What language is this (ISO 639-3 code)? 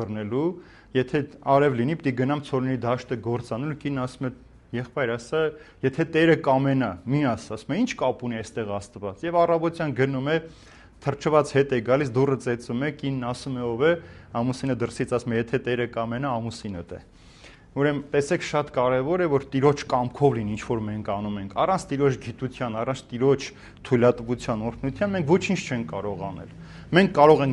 hye